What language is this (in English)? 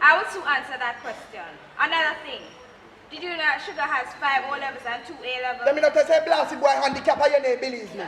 Jamaican Creole English